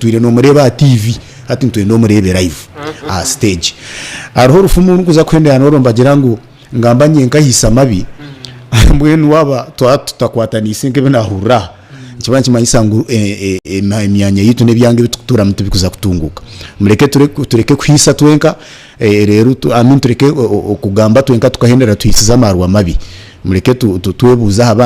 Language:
Nyankole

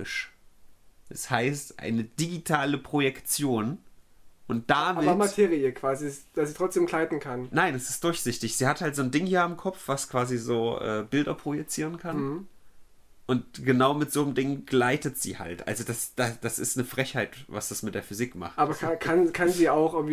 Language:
German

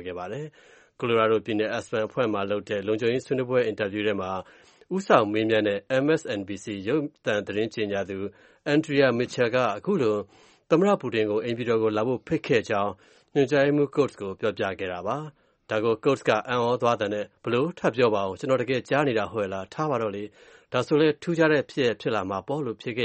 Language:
Burmese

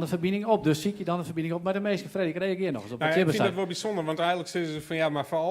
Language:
Western Frisian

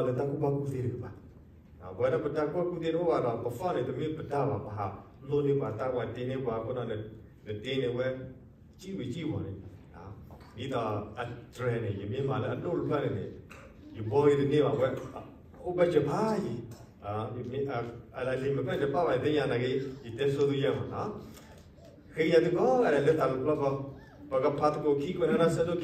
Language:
S'gaw Karen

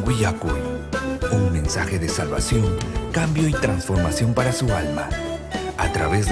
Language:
Ayacucho Quechua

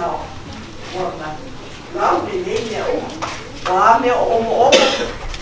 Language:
Samoan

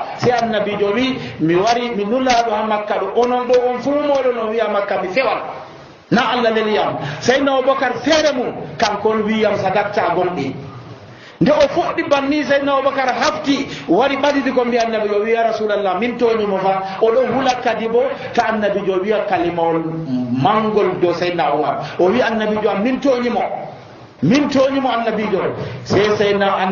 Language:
Nigerian Fulfulde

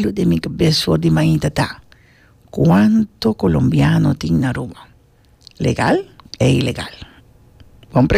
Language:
Papiamento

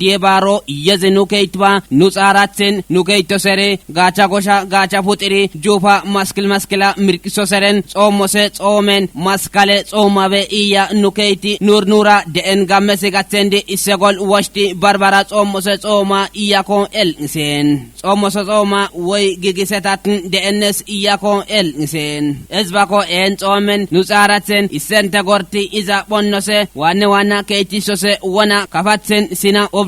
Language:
Kafa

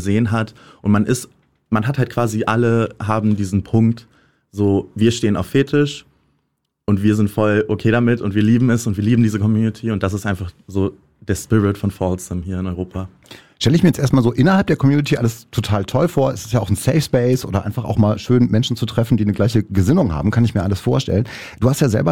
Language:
German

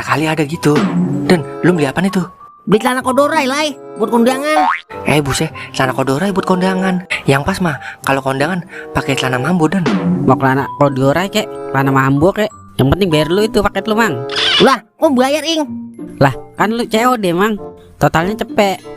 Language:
Betawi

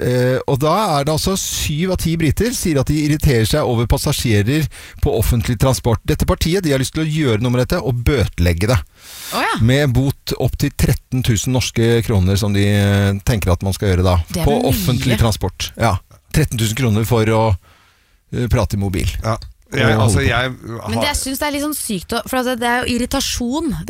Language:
Norwegian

